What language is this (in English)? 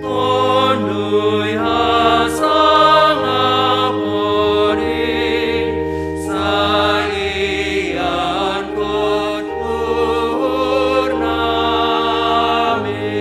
Batak Simalungun